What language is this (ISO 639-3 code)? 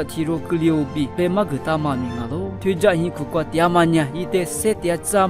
lis